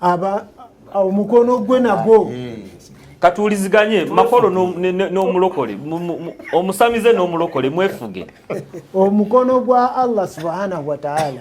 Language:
Ganda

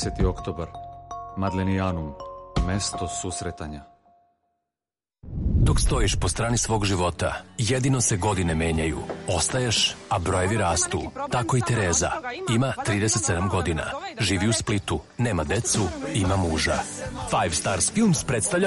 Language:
Serbian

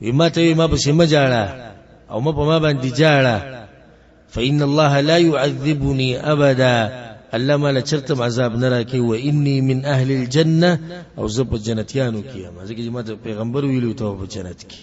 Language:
Pashto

